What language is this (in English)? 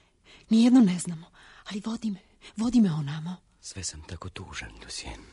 Serbian